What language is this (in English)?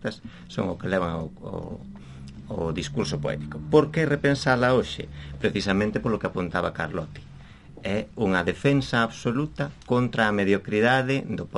Galician